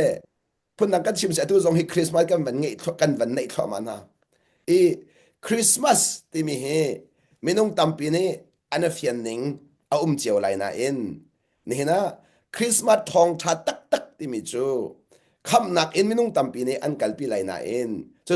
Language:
Hakha Chin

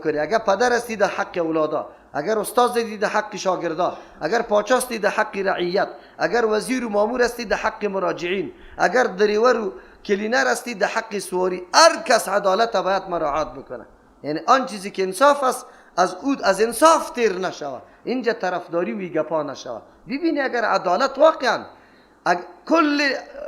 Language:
Persian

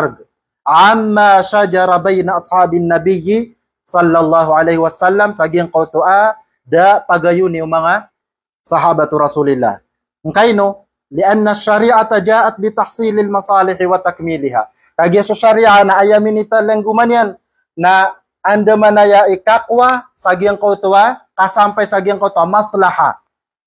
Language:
Maranao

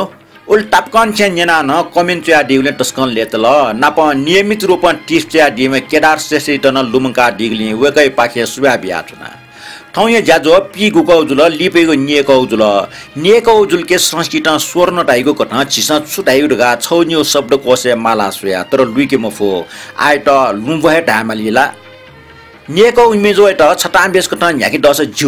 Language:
Newari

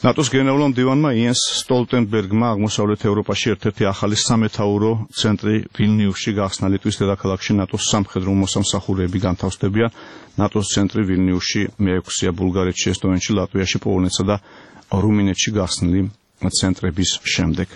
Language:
Georgian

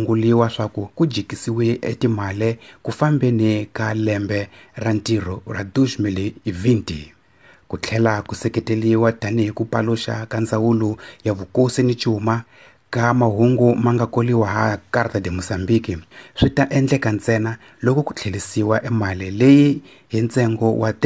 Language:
Tsonga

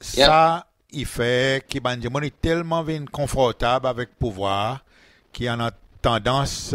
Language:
Seselwa Creole French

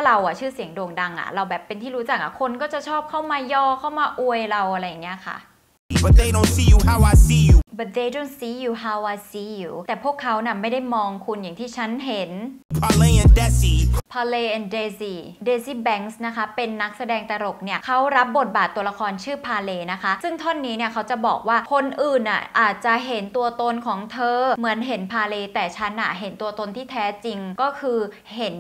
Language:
Thai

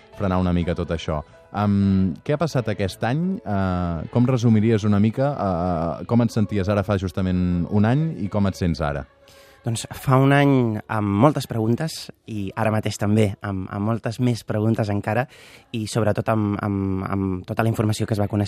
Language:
Catalan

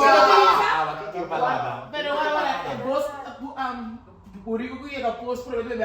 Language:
Papiamento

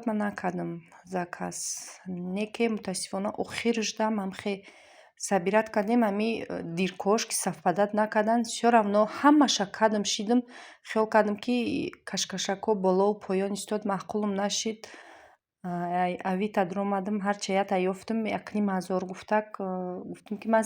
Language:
Tajik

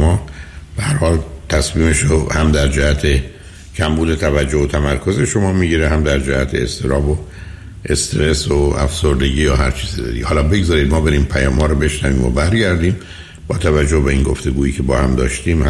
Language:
Persian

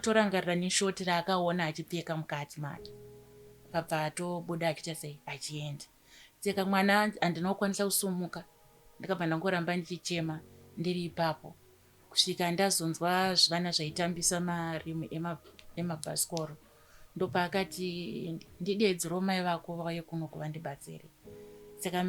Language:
Shona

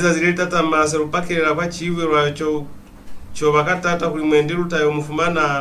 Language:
Lozi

